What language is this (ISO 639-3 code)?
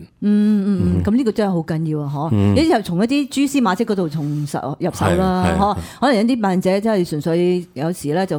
yue